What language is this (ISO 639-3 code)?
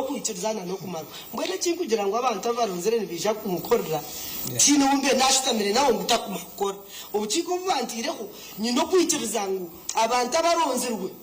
nyn